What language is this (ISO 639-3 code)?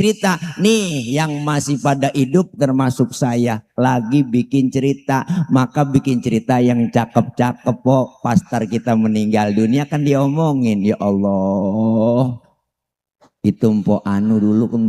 bew